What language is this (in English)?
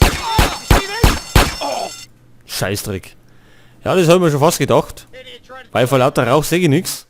Bavarian